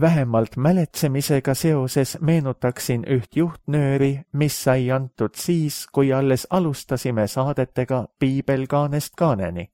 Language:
Estonian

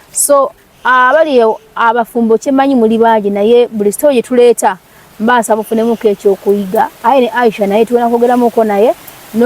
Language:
Ganda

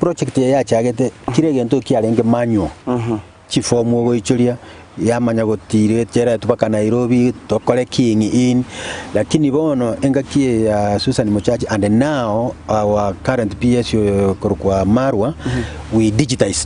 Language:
Gusii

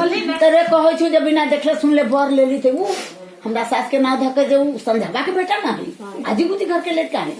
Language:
Maithili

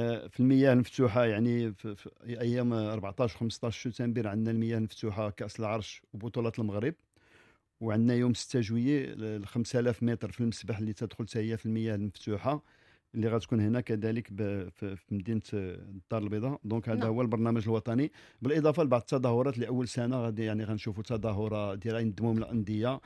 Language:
Moroccan Arabic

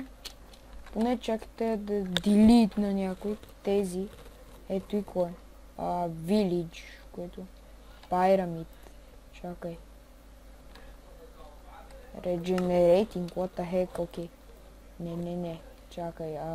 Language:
Bulgarian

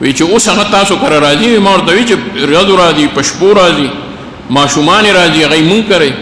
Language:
Pashto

